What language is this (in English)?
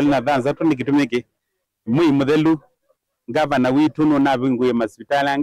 Kamba